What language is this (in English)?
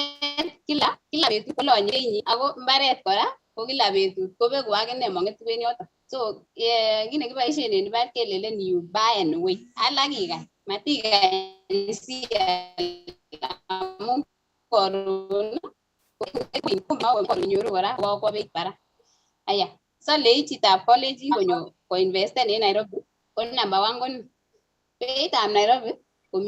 Kalenjin